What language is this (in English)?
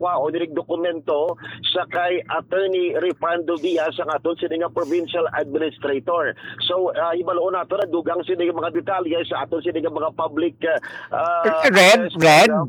Hiligaynon